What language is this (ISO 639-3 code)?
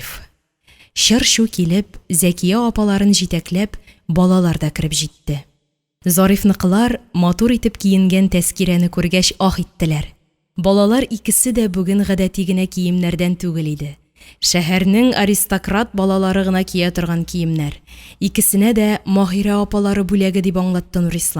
tat